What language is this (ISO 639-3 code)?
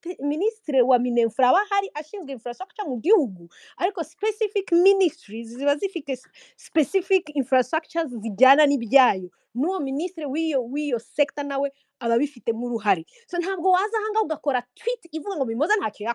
kin